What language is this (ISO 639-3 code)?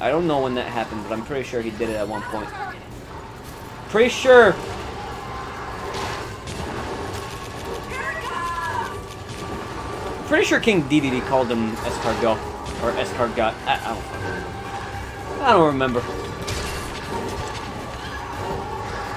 eng